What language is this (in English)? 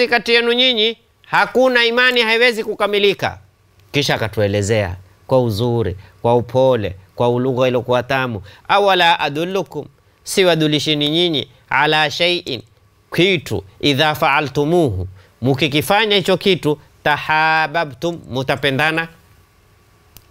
Swahili